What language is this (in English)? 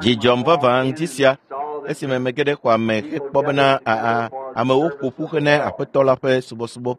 Ewe